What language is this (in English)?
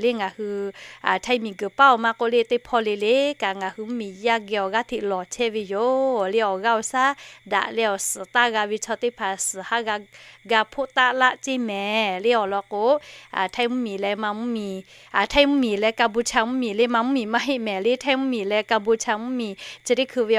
Lahu